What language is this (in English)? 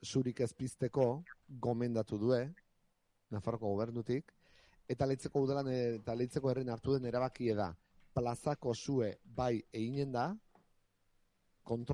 Basque